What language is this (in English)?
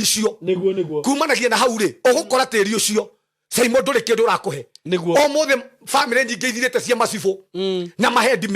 Kikuyu